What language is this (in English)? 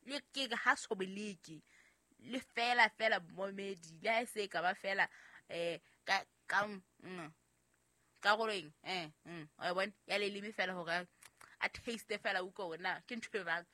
Southern Sotho